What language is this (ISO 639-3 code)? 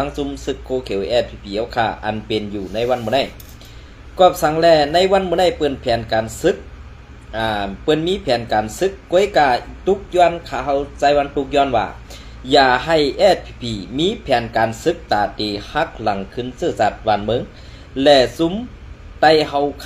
shn